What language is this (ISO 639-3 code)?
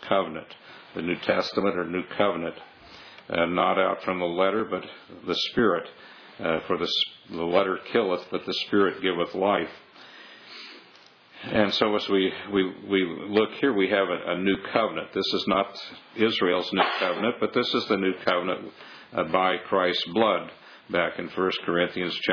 eng